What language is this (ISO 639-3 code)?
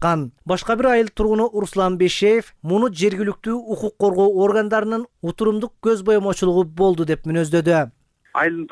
kir